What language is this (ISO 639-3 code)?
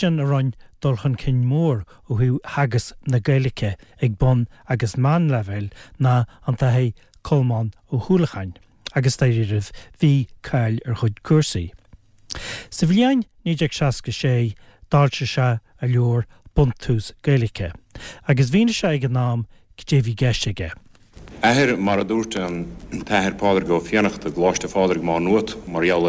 gle